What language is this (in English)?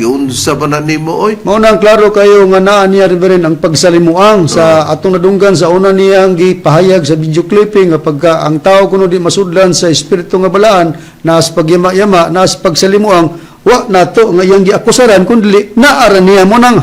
Cebuano